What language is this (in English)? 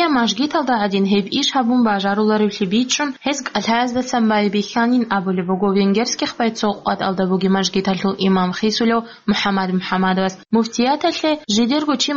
Avaric